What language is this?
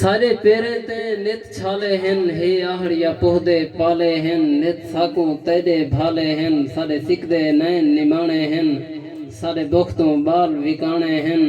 Saraiki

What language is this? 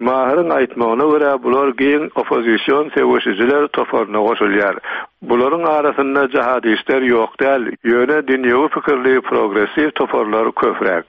Turkmen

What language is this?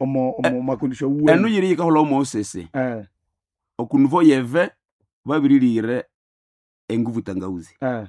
Nande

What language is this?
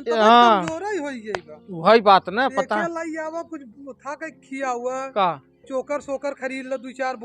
Awadhi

